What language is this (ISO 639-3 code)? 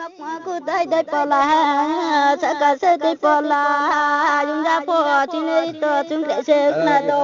ria